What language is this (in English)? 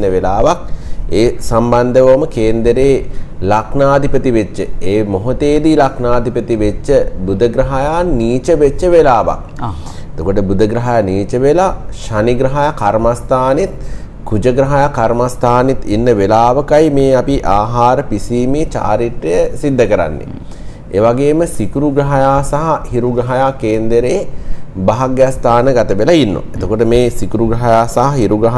Sinhala